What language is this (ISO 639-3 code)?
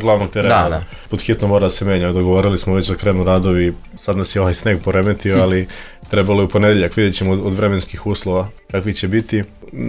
srp